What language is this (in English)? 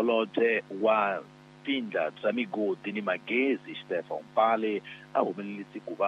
Tsonga